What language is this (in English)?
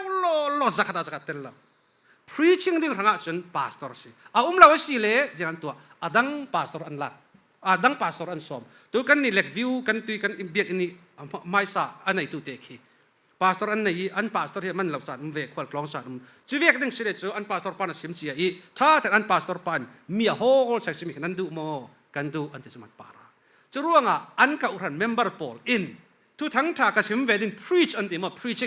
Falam Chin